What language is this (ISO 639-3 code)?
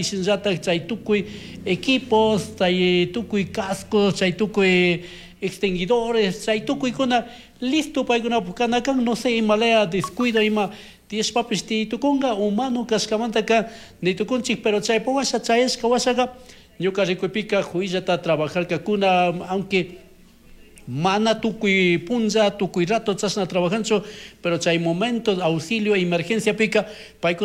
qug